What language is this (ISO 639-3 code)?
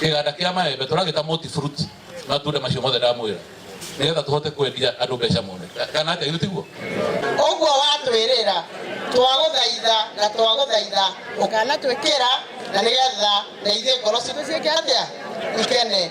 kik